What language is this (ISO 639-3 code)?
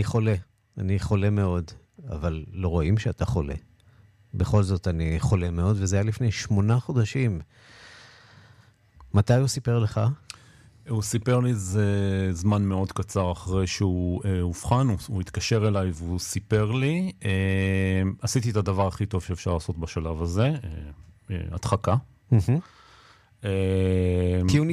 heb